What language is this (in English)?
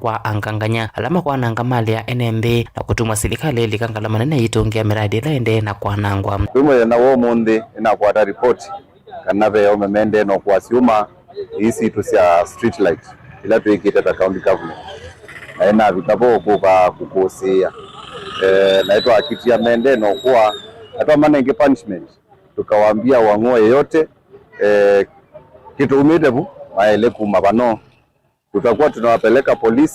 Kamba